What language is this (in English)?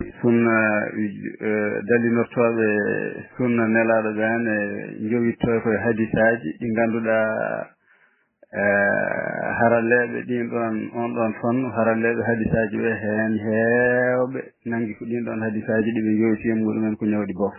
Fula